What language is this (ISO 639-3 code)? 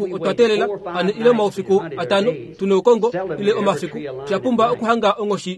kua